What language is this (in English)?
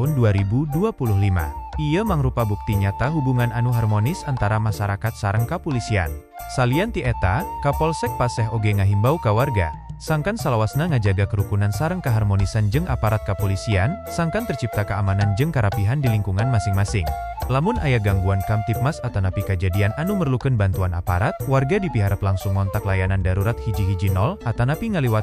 Sundanese